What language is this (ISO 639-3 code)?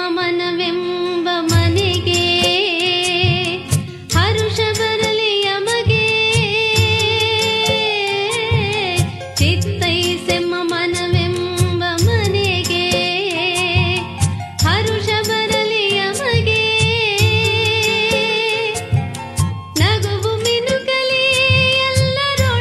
kan